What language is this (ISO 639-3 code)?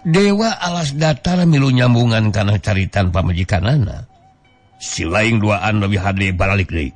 sun